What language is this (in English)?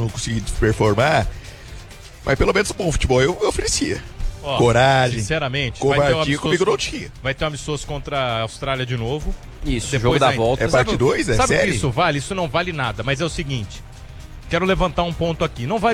Portuguese